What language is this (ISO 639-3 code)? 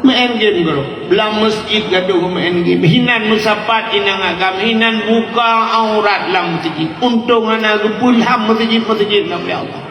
ace